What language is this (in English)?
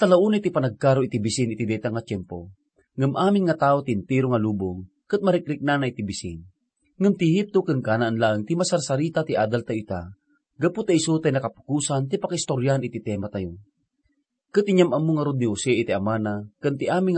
Iloko